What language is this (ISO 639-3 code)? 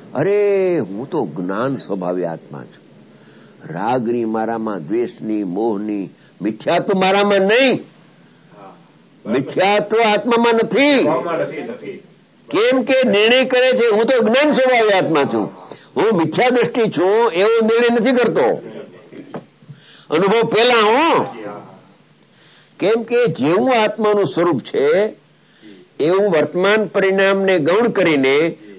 guj